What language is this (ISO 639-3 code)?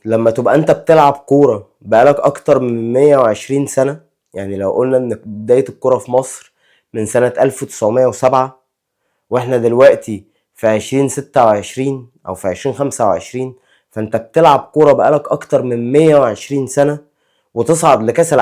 arz